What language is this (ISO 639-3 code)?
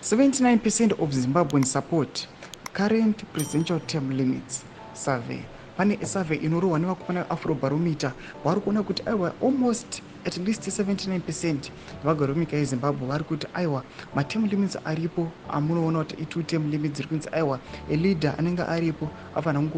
sna